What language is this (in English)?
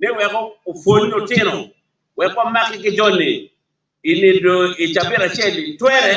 Acoli